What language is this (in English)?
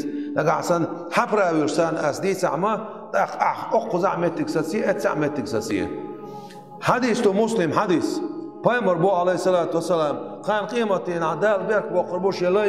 Chechen